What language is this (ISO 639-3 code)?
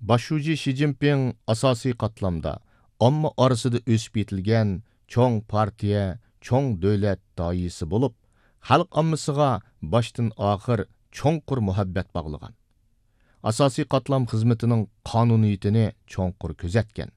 uig